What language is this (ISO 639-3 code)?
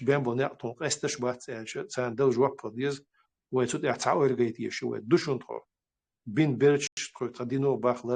che